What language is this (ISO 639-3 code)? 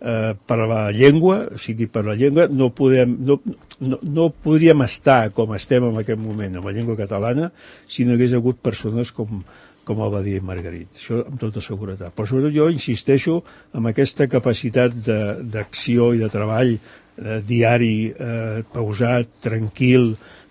cat